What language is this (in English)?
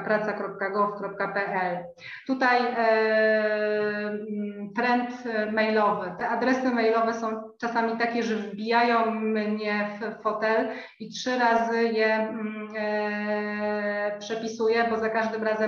Polish